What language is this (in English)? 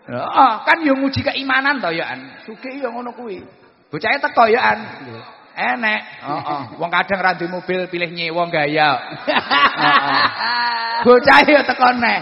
Javanese